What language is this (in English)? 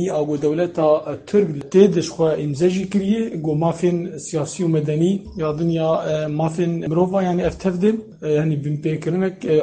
Kurdish